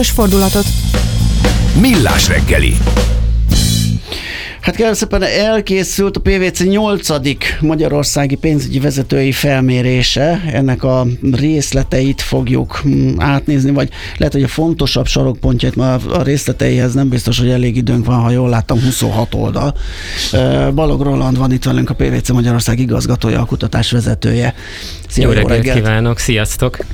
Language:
Hungarian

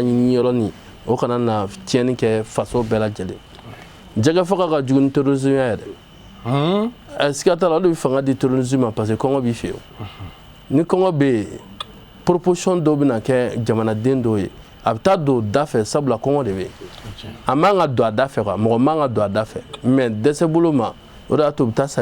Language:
Bambara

